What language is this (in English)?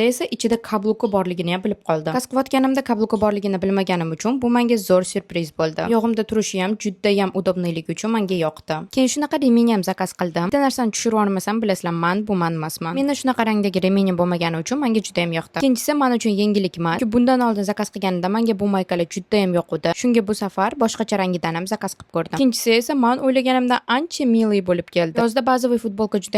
Uzbek